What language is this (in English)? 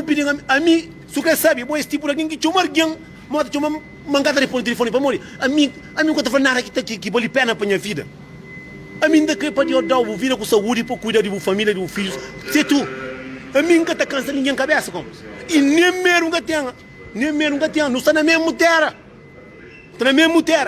Kabuverdianu